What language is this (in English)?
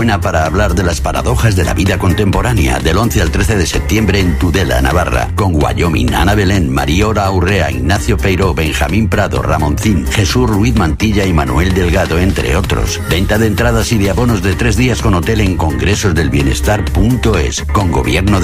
Spanish